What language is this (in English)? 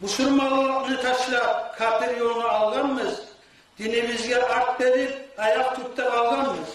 Kumyk